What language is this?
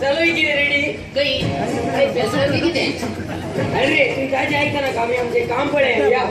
Konkani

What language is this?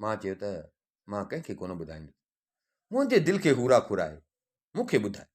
Sindhi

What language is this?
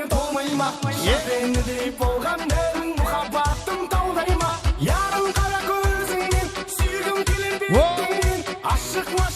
Kara-Kalpak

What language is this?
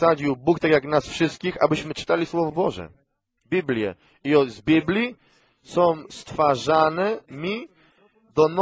Polish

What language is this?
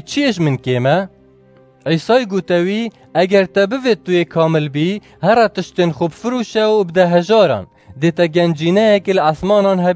Kurdish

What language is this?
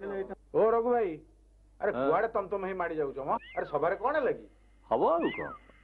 Odia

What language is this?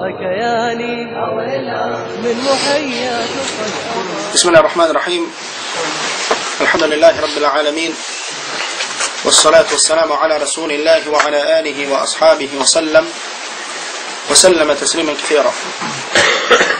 Bosnian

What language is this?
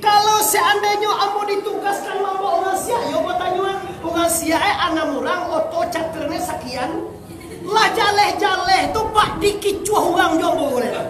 Minangkabau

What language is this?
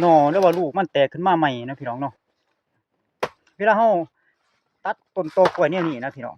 Lao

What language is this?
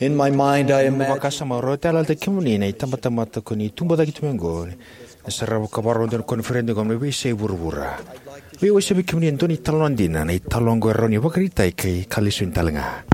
Fijian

